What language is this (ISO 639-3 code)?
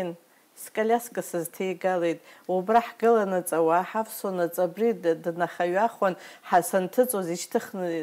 abk